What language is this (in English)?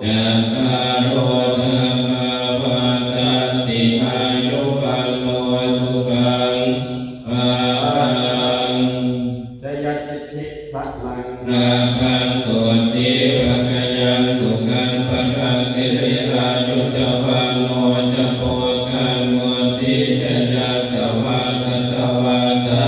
Pali